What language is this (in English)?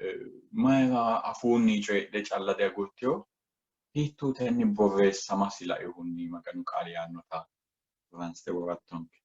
Sidamo